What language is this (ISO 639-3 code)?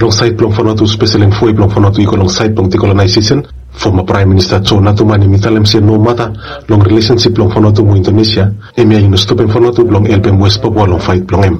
bis